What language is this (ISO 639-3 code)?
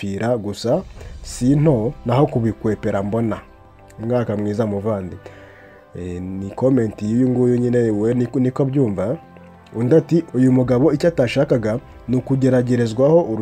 kin